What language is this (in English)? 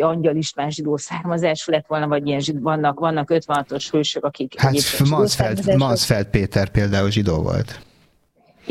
Hungarian